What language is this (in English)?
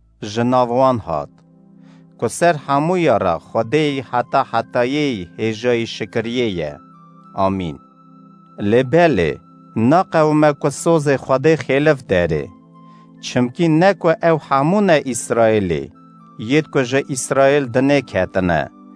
Kurdish